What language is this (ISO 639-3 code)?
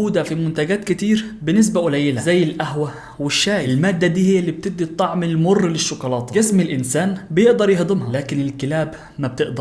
arz